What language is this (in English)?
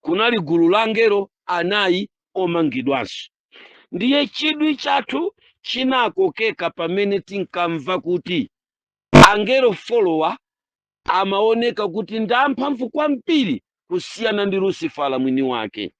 Nyanja